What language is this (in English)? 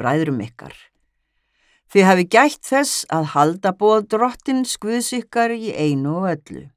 Icelandic